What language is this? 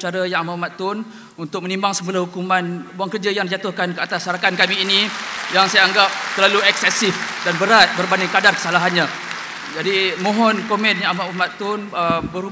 Malay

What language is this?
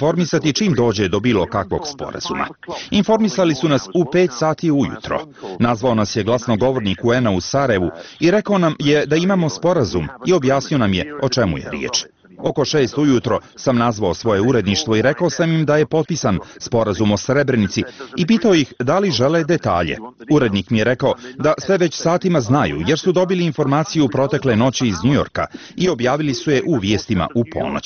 Bosnian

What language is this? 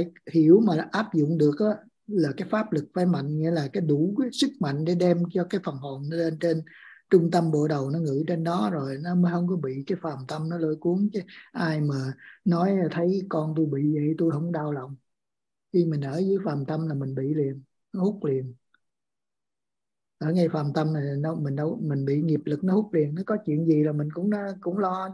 Vietnamese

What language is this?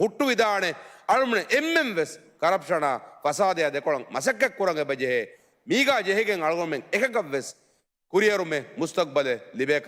Divehi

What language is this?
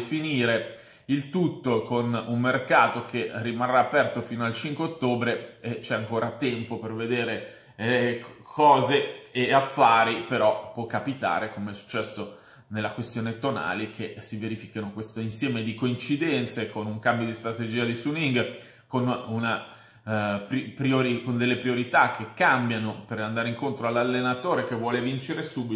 Italian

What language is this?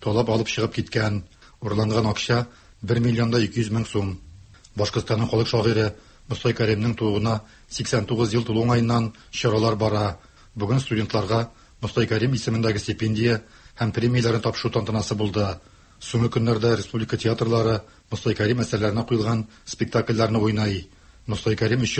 Tatar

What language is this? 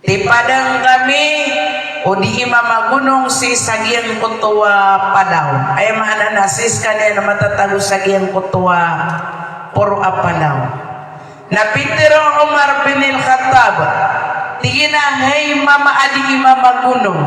Maranao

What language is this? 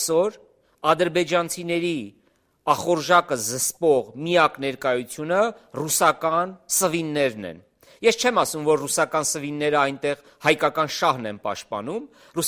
Armenian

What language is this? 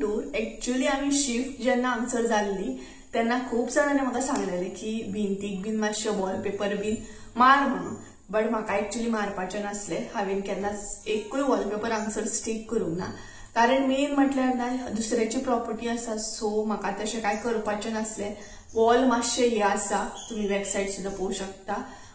Konkani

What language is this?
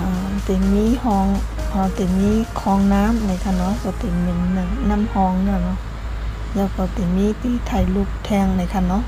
Shan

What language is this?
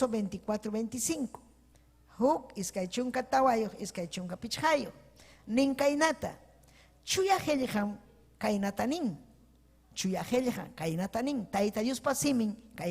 Ayacucho Quechua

